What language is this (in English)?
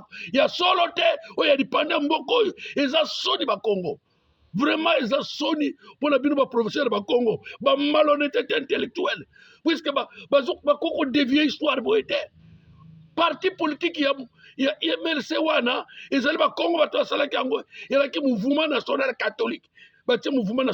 Lingala